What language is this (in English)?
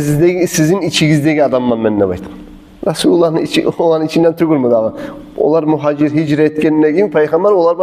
Kumyk